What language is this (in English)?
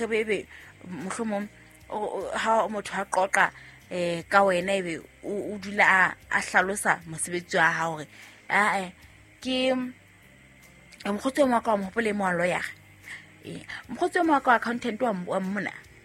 Southern Sotho